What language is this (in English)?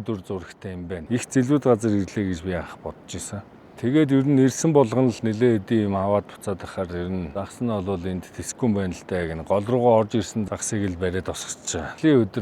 Mongolian